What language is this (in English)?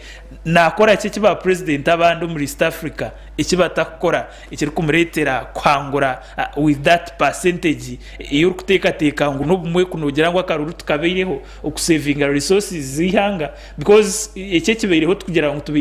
Nyankole